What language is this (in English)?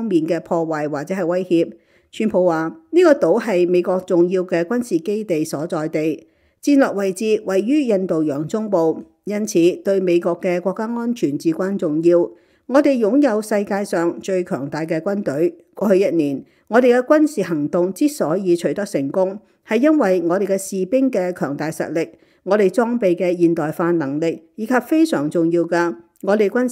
Cantonese